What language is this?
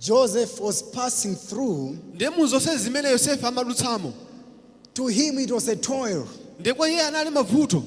Nyanja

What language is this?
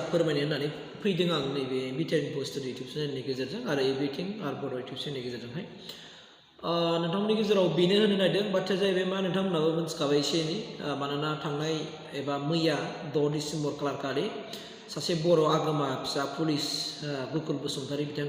Bodo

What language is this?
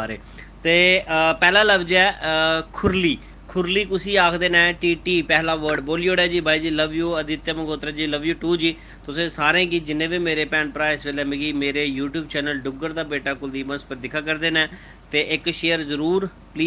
Dogri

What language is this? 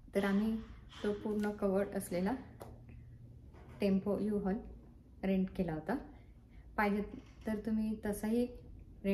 Marathi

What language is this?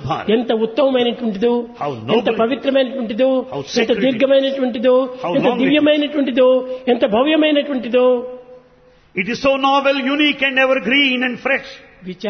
Telugu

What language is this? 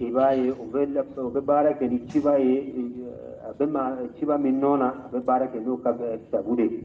Bambara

